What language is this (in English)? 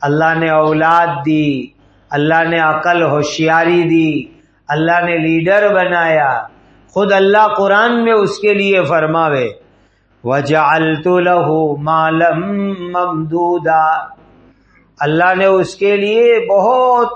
Urdu